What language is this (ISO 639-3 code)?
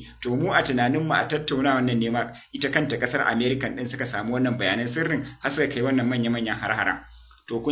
hau